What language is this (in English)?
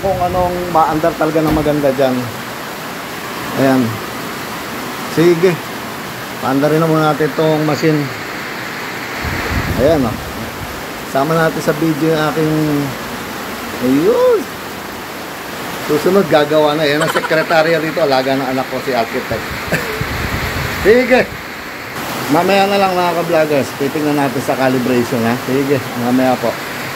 Filipino